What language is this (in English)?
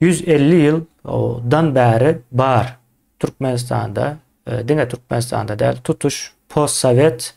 Turkmen